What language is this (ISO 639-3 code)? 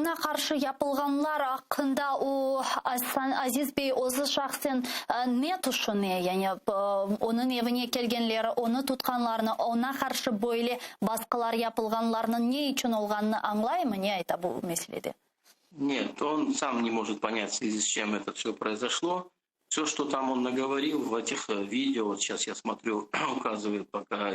crh